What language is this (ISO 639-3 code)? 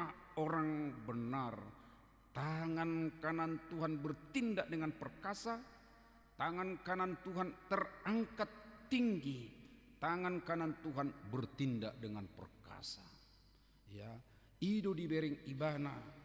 bbc